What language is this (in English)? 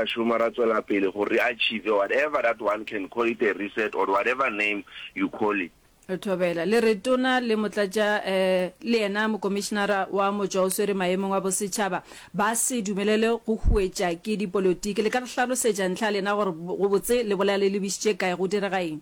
Northern Sotho